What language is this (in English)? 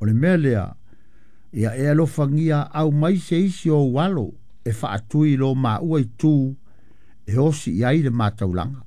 Samoan